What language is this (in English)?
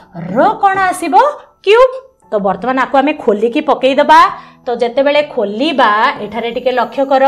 Odia